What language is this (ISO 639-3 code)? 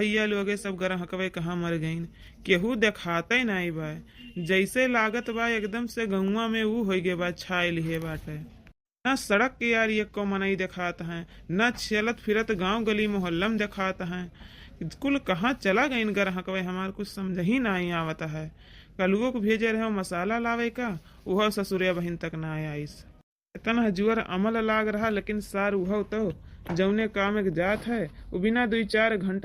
awa